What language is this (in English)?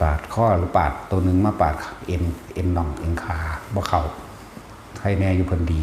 Northeastern Thai